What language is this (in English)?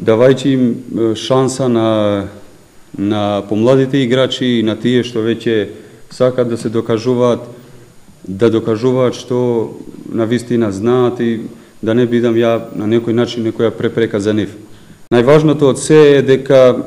Macedonian